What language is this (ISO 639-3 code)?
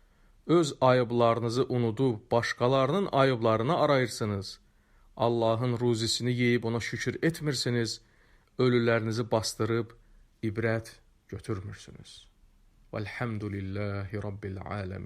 aze